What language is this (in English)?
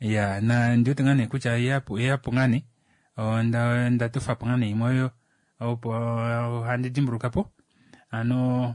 Kuanyama